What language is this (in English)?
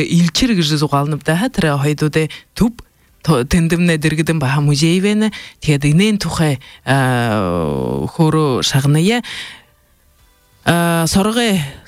Buriat